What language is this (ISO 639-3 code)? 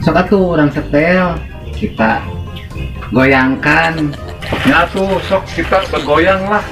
sun